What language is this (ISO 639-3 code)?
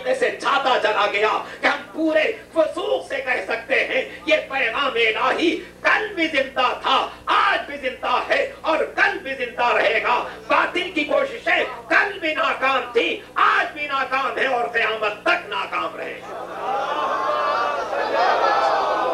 urd